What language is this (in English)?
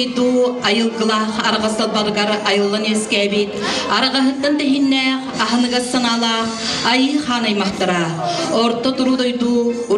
Yakut